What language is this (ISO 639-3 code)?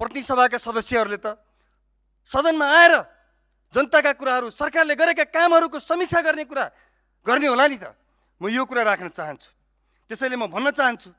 nep